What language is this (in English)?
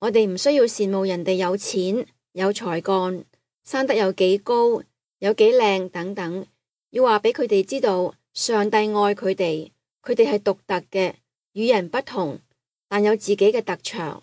Cantonese